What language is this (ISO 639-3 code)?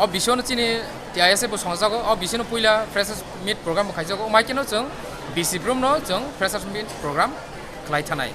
trp